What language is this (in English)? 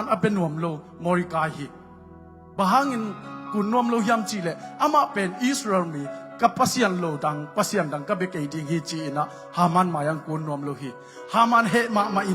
Tedim Chin